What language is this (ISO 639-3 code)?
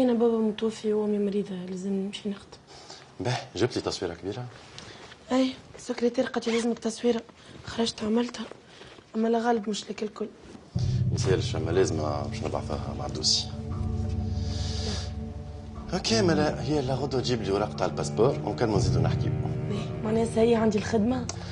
aeb